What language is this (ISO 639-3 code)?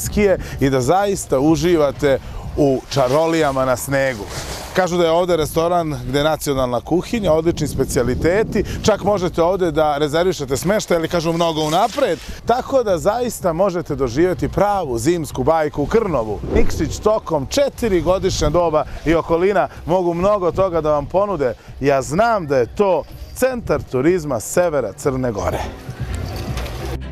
srp